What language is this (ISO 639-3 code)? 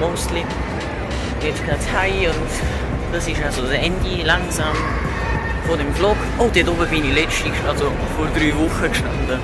gsw